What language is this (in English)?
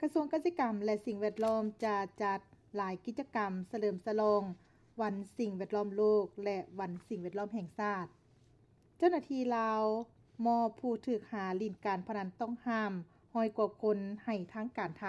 Lao